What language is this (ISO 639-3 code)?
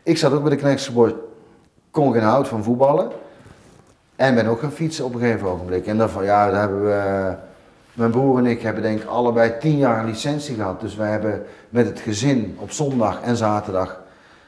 nld